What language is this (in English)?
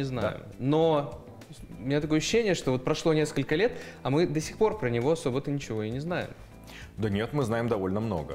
Russian